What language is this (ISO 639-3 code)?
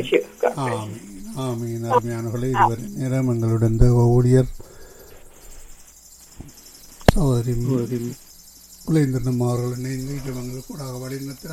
tam